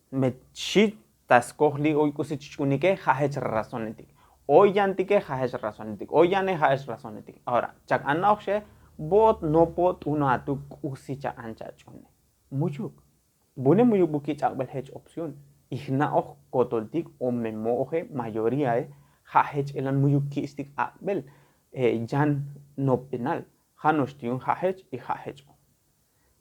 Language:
Tzotzil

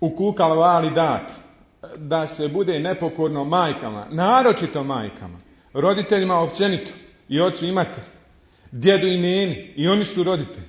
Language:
Bosnian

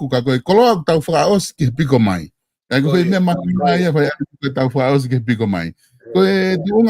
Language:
Tongan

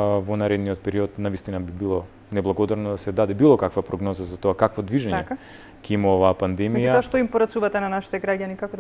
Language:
Macedonian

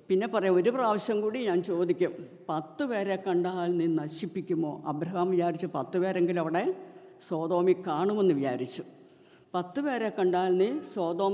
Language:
Malayalam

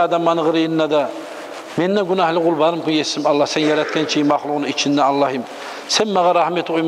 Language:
Kumyk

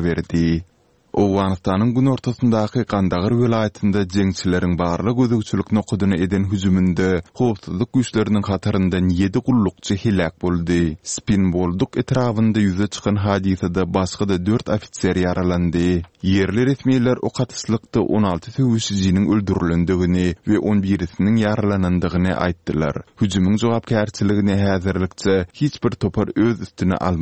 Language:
Turkmen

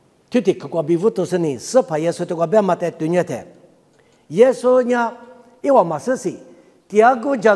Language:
Lisu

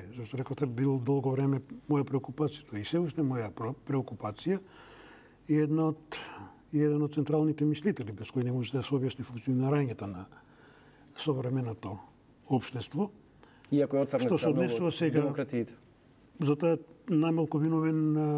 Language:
Macedonian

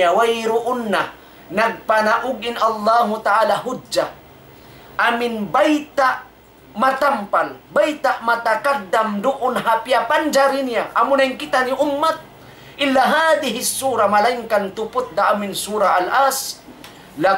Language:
Tausug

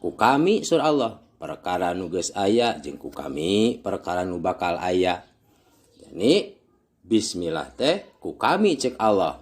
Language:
Sundanese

